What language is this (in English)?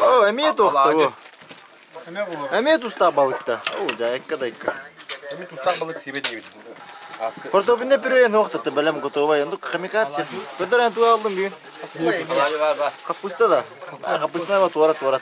Yakut